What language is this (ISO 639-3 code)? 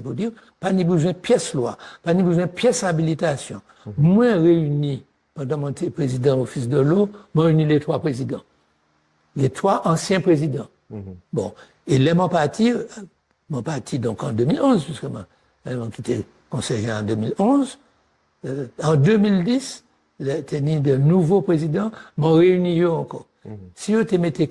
gcf